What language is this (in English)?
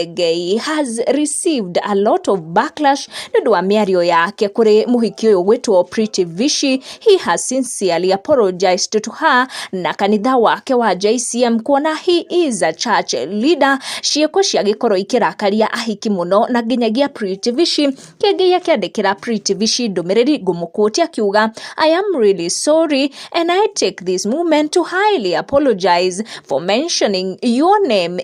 Kikuyu